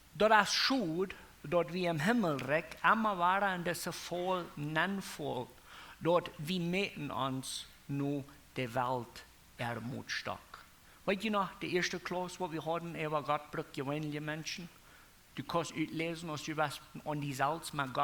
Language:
Plautdietsch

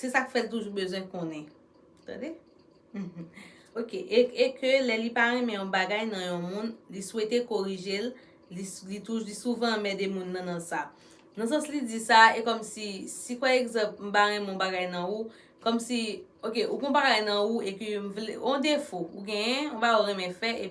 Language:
Haitian Creole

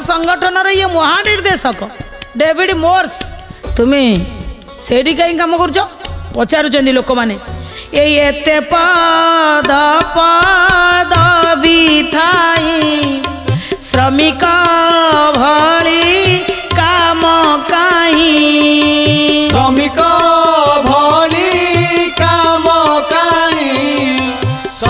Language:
Odia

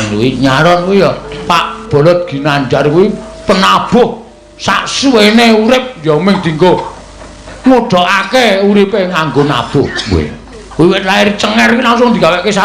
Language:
Javanese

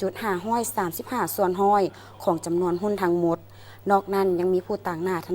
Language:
Lao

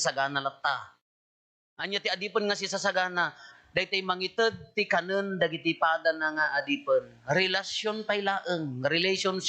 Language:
Iloko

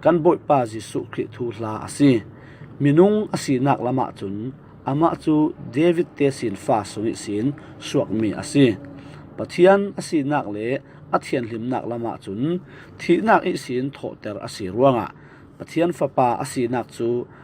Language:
Falam Chin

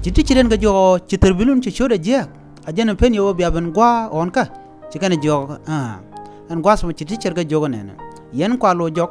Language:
Nuer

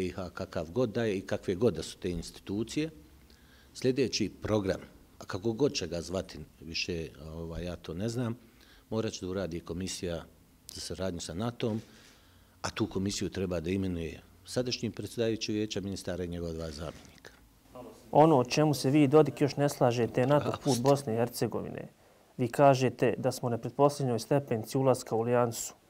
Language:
Bosnian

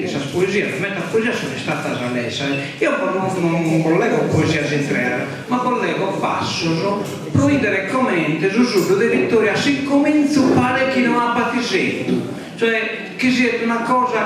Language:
Sardinian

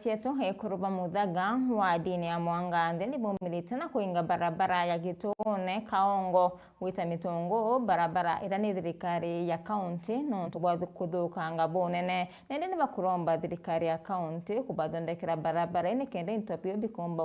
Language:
Meru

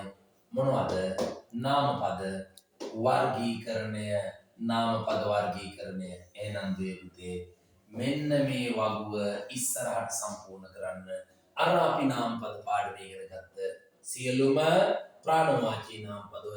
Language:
Sinhala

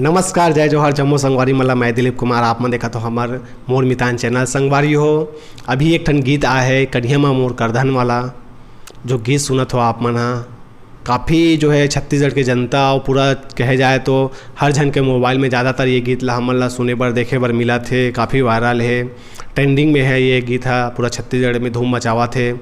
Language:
Chhattisgarhi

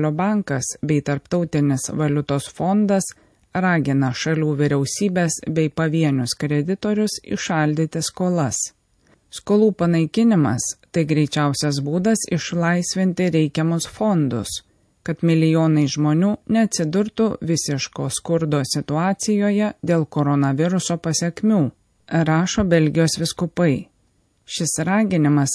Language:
Lithuanian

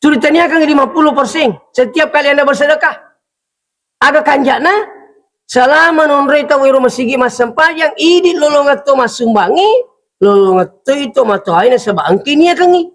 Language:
Buginese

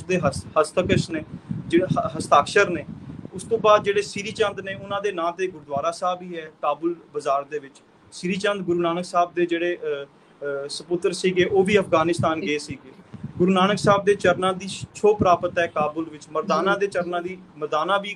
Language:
Punjabi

